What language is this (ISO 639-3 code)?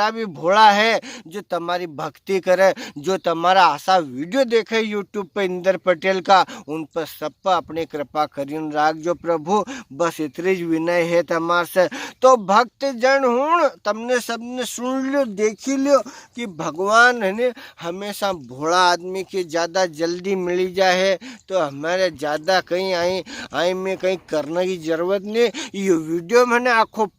raj